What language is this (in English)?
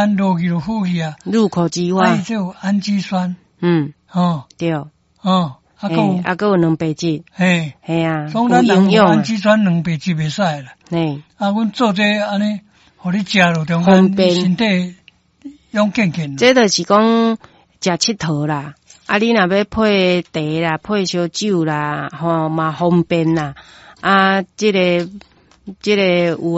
Min Nan Chinese